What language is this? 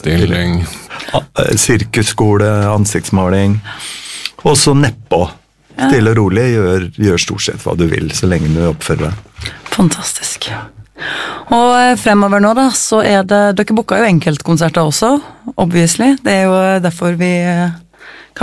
Norwegian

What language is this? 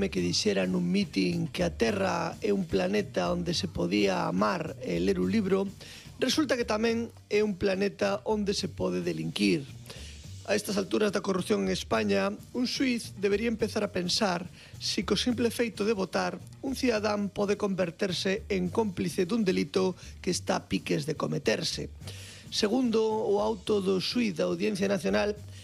Galician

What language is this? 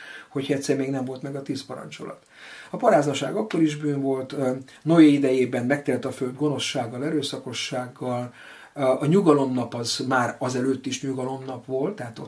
Hungarian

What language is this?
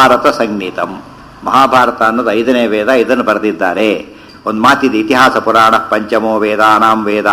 Kannada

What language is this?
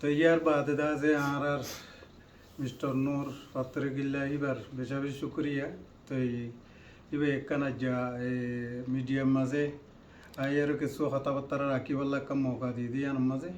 Rohingya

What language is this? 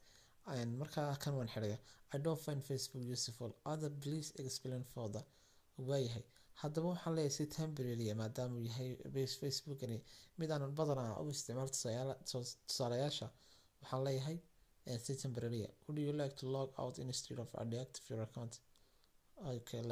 Somali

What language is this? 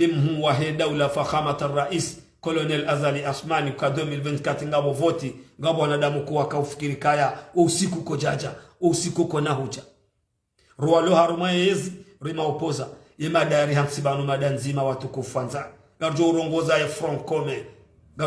Ngazidja Comorian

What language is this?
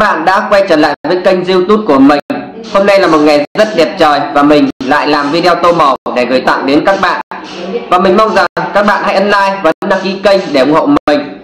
Vietnamese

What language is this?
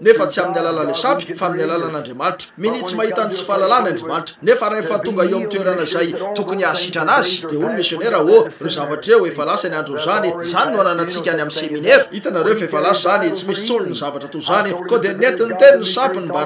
Malagasy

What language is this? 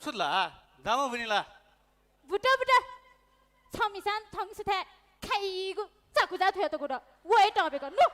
Newari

